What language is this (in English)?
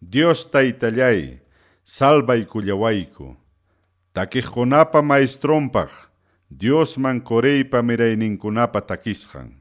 Ayacucho Quechua